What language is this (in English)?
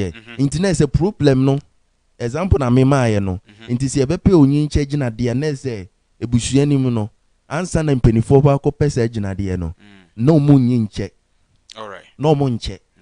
Akan